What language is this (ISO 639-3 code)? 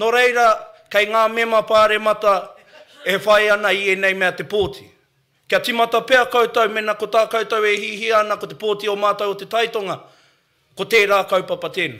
mri